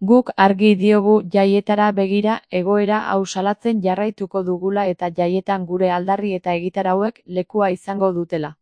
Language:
Basque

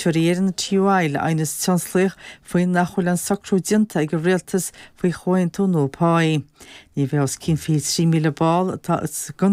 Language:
Irish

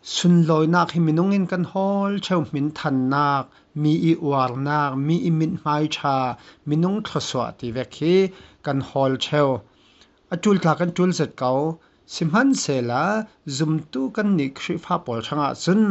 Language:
Falam Chin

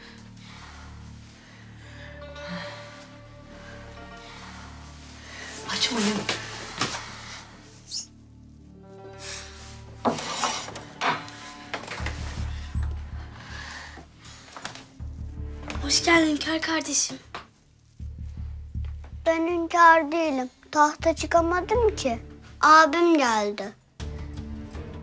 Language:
Turkish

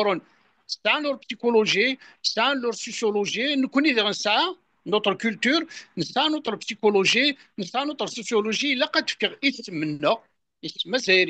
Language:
Kabyle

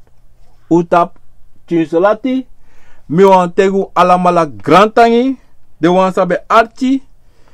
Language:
Sranan Tongo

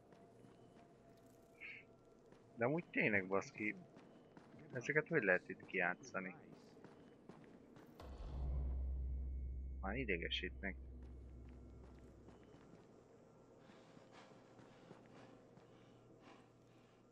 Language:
Hungarian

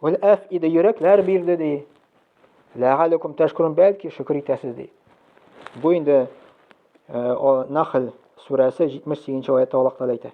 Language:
Tatar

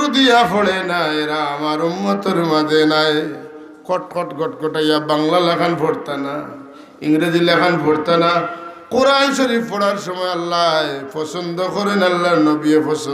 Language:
Sylheti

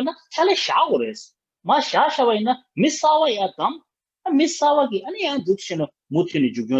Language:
Tibetan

